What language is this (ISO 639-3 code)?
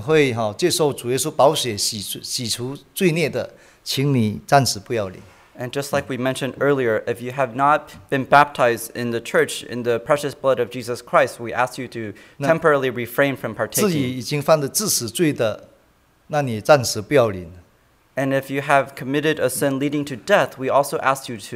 zho